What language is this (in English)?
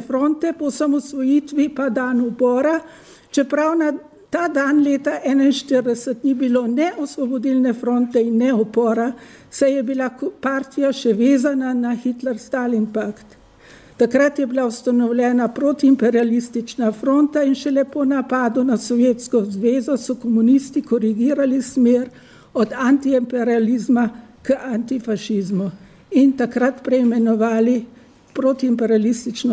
Slovenian